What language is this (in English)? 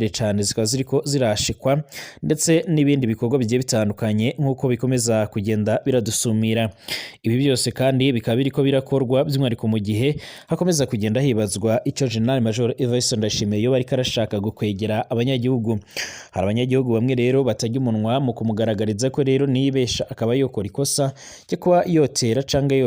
Rundi